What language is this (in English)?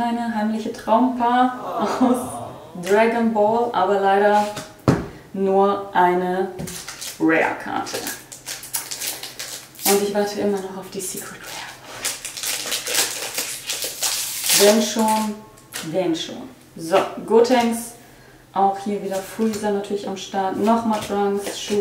German